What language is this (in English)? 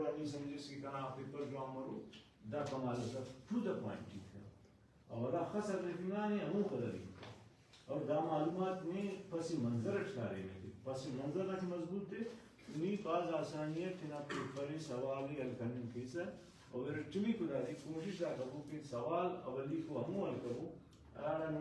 Brahui